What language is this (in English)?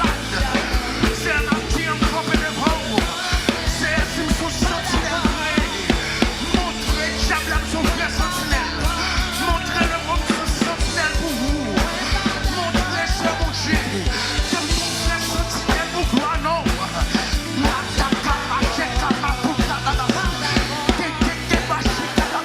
Haitian Creole